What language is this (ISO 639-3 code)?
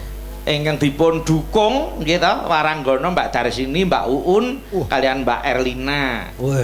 jav